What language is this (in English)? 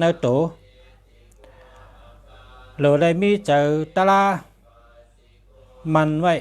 Shan